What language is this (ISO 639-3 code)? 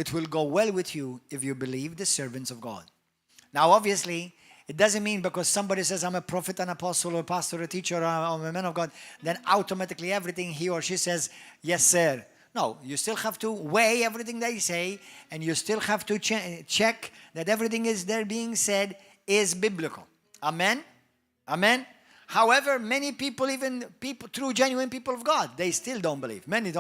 eng